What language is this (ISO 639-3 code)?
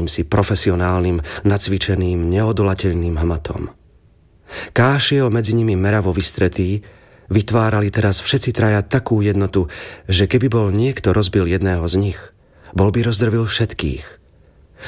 slk